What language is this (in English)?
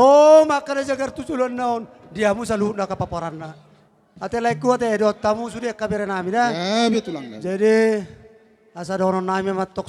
Batak Toba